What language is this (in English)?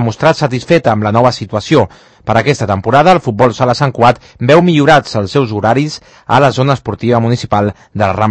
Catalan